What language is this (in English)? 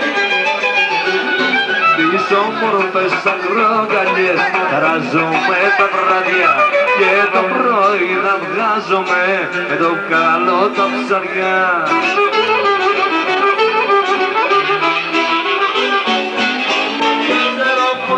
Greek